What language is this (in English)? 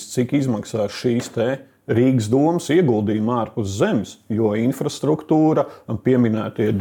Latvian